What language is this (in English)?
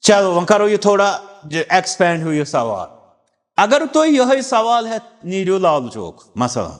Kashmiri